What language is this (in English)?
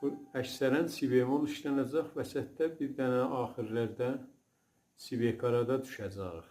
South Azerbaijani